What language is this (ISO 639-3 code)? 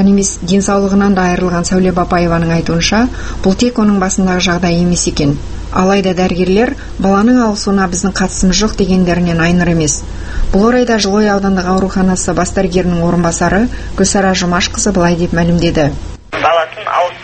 kaz